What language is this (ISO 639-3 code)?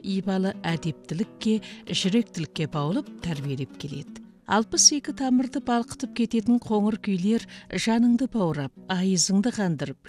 kaz